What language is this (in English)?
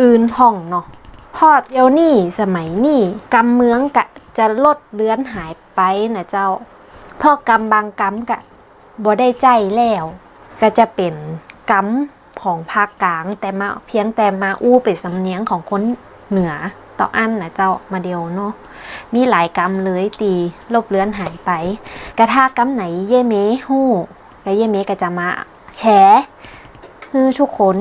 Northern Thai